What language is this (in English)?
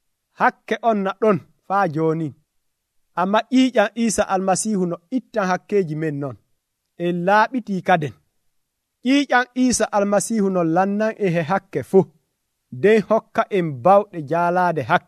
Nigerian Fulfulde